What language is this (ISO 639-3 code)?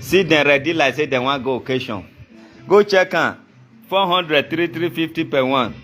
pcm